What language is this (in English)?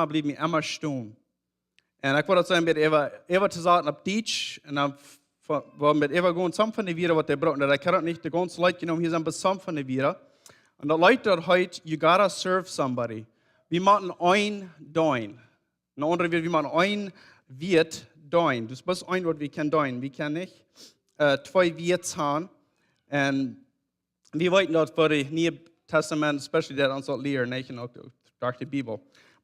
Plautdietsch